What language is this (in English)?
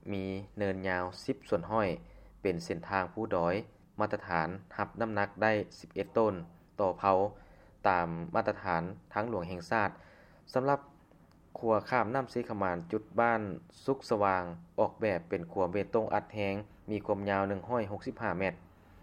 Lao